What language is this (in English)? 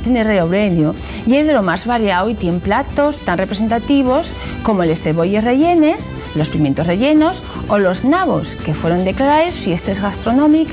Asturian